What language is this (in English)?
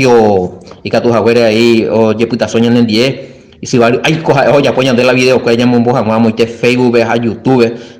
Guarani